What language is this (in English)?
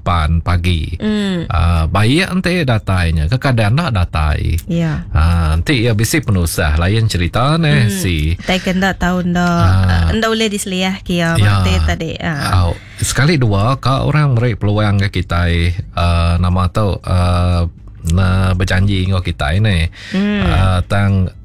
Iban